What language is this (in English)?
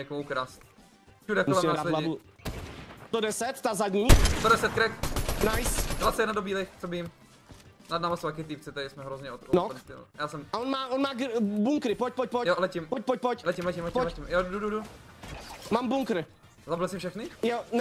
Czech